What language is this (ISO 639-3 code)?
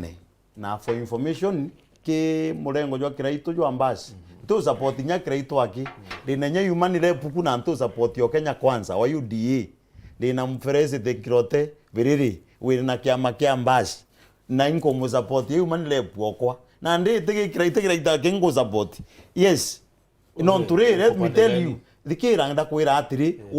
mer